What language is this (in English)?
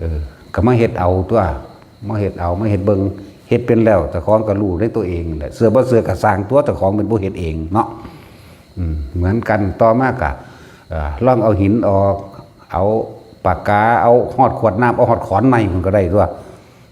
Northeastern Thai